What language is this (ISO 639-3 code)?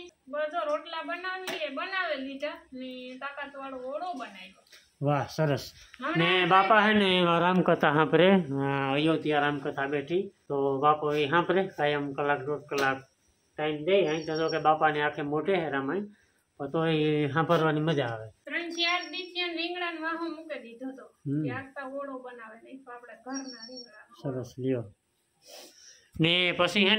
guj